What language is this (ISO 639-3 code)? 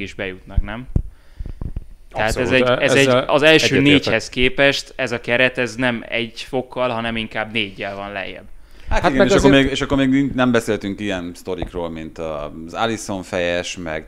hun